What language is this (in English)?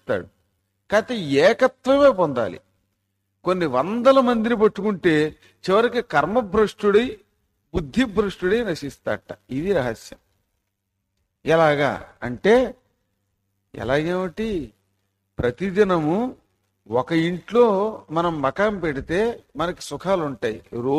Telugu